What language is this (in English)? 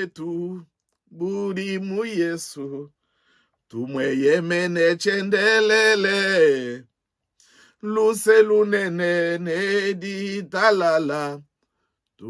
Luba-Lulua